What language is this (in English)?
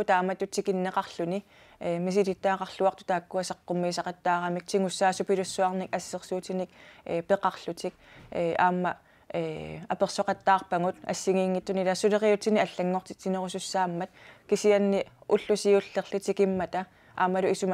Kalaallisut